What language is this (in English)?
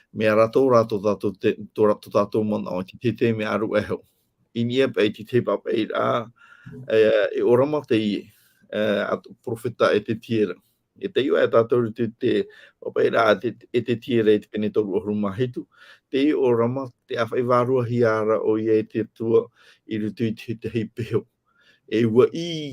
Tahitian